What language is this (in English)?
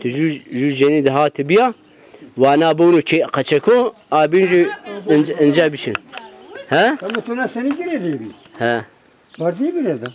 Zaza